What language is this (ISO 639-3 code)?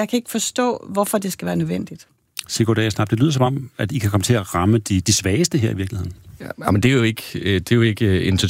dan